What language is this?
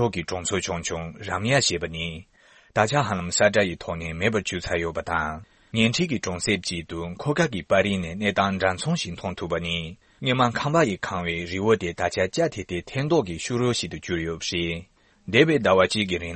Tibetan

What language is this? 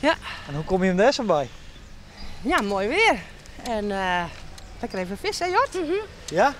Western Frisian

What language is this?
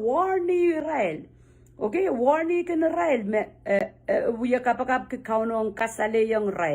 Pohnpeian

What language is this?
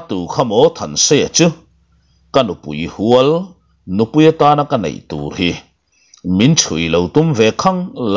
Mizo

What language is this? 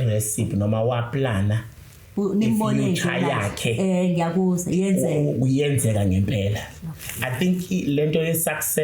Zulu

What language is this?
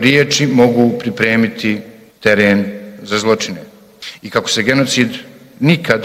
Bosnian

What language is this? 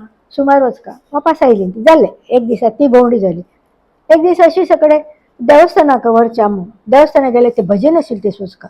Konkani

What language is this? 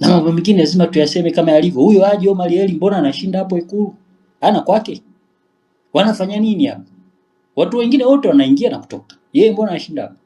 Swahili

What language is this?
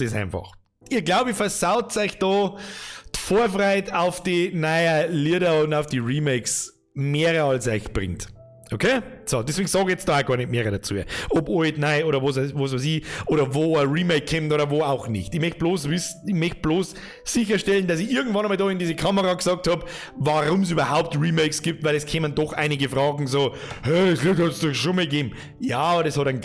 Bavarian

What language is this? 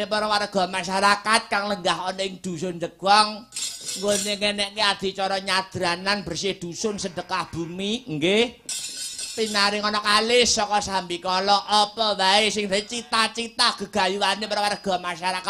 Javanese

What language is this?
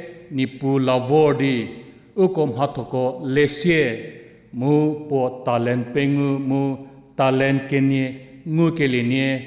Angami Naga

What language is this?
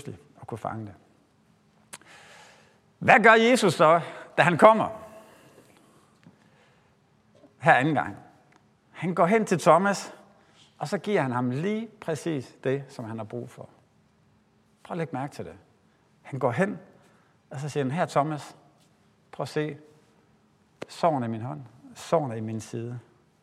Danish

